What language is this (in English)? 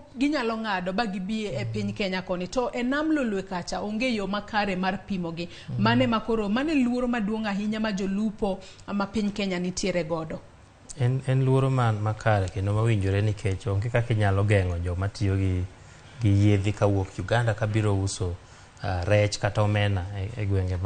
Luo (Kenya and Tanzania)